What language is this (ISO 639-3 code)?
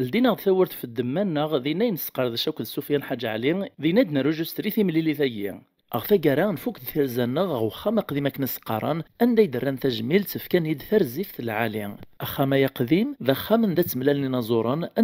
kab